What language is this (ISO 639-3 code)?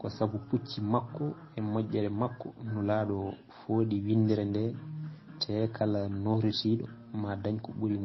ful